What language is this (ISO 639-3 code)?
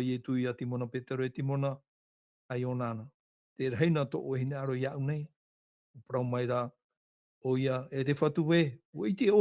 tah